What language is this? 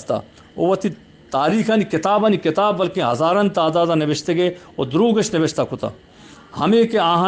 Eastern Balochi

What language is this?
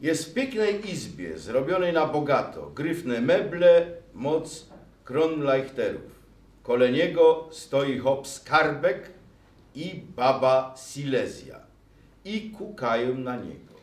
Silesian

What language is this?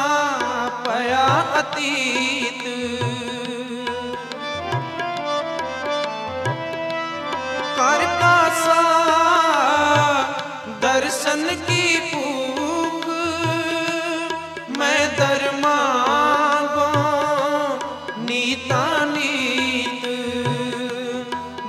Hindi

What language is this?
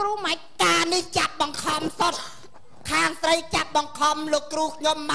Khmer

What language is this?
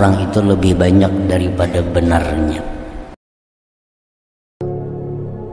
Indonesian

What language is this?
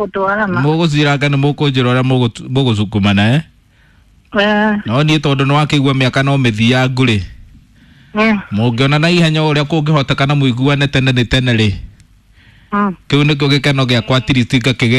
Kikuyu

